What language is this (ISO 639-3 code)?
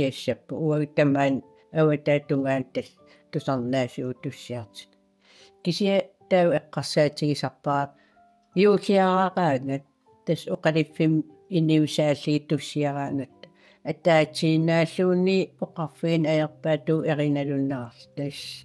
kal